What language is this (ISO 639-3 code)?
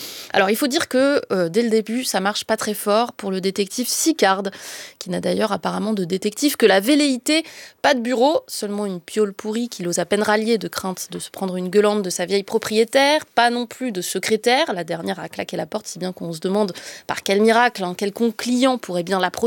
fra